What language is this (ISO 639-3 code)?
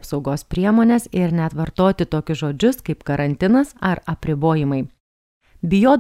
lit